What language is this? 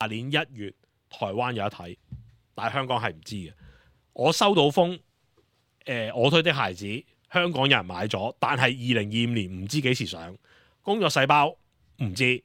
Cantonese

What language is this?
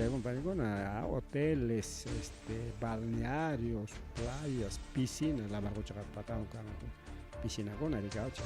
Ayacucho Quechua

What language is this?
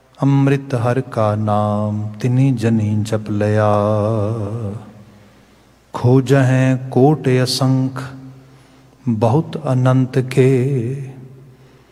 Punjabi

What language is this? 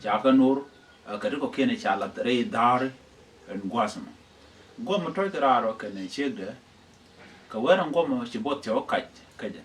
Nuer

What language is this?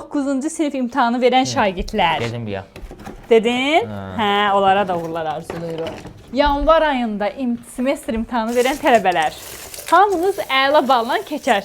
Azerbaijani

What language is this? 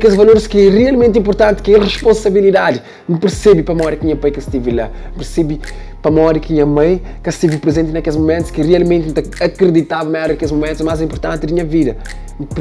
Kabuverdianu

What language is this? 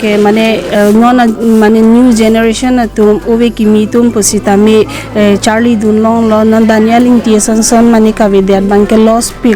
Karbi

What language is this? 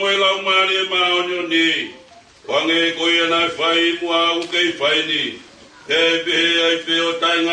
Tongan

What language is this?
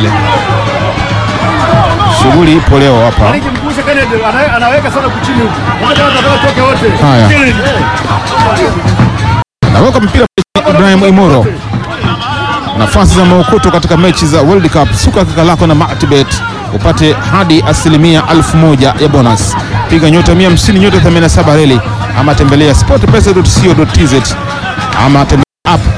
Swahili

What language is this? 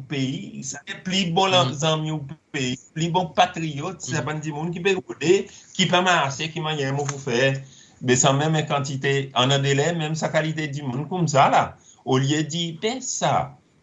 Seselwa Creole French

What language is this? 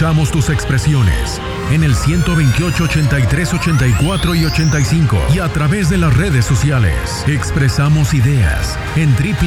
Spanish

